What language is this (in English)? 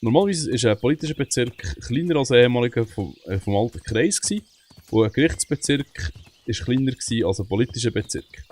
Swiss German